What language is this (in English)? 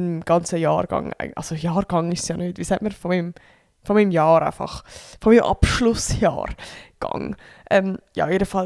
Swiss German